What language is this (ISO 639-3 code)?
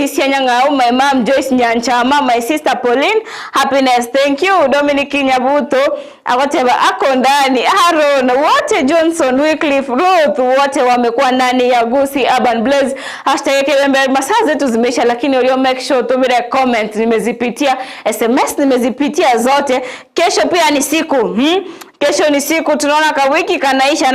guz